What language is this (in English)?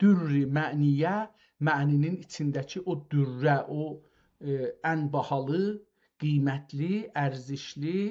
South Azerbaijani